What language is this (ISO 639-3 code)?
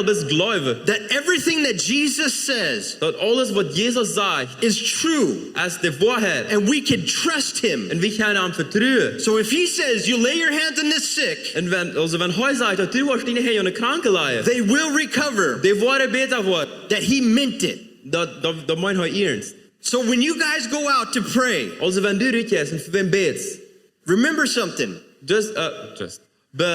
pdt